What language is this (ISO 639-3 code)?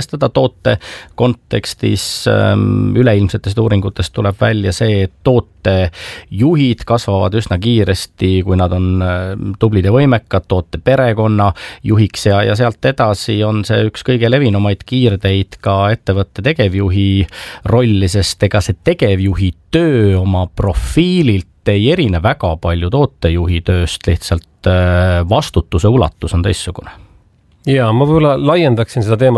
est